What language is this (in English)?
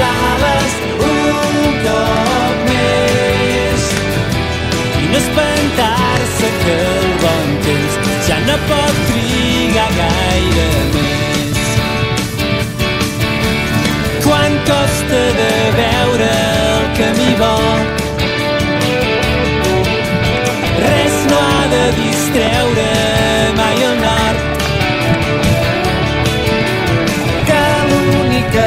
Catalan